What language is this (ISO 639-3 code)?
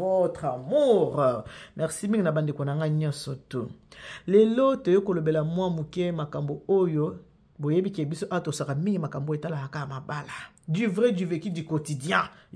lin